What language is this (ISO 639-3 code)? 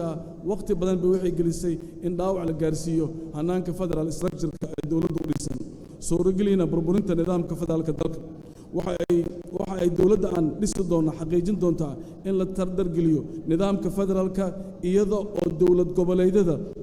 som